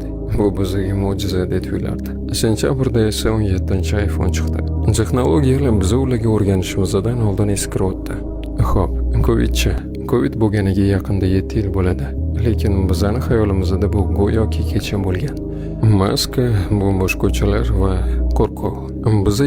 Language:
Uzbek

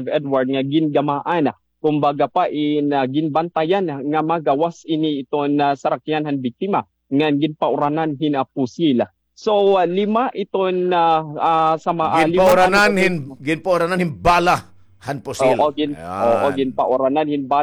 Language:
Waray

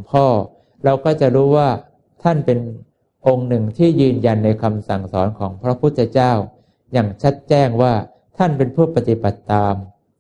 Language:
Thai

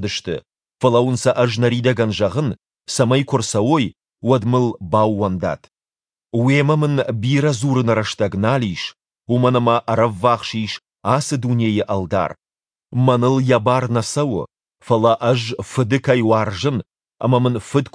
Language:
Ossetic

